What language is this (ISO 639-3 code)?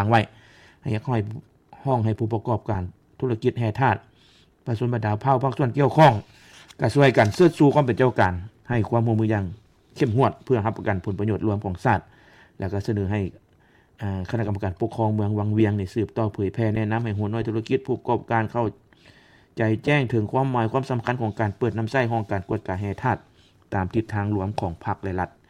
lao